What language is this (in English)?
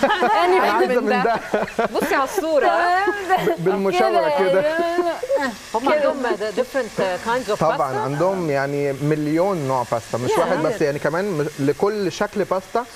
Egyptian Arabic